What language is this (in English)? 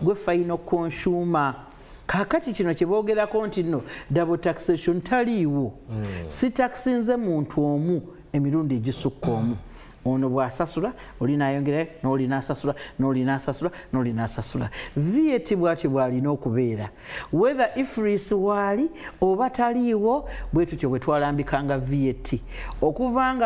Ganda